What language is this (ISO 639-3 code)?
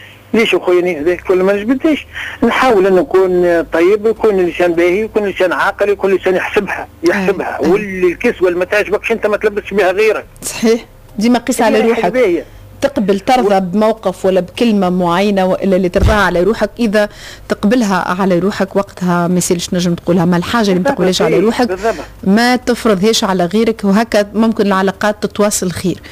aeb